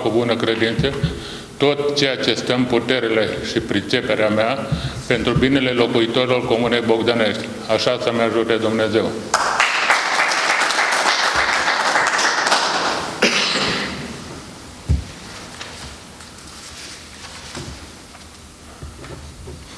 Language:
Romanian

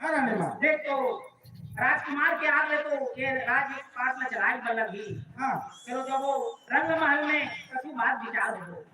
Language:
Chhattisgarhi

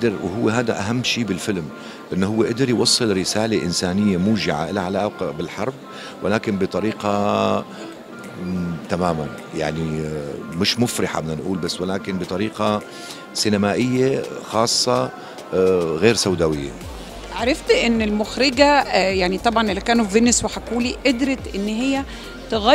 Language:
Egyptian Arabic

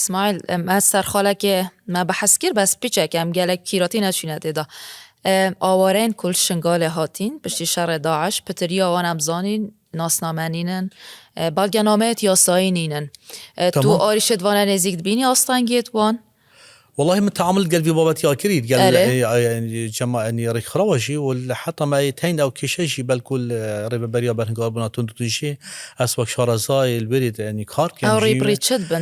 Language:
Kurdish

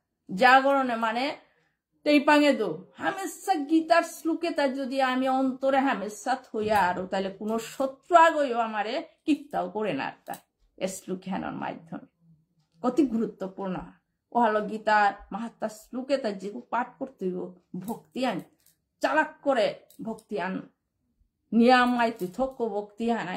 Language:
Bishnupriya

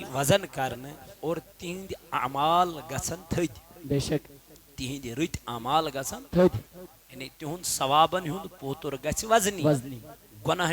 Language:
Kashmiri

